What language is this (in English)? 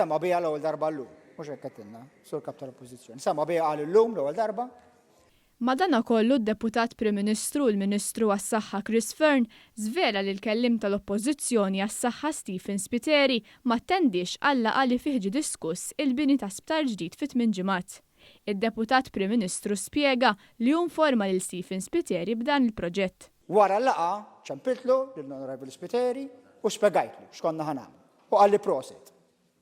Maltese